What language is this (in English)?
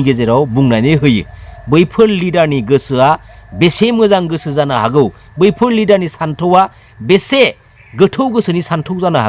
Bodo